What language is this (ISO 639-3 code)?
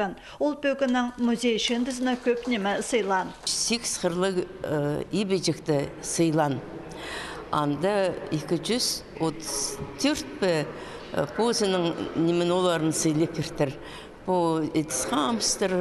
kjh